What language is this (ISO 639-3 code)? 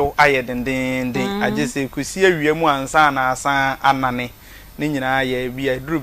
aka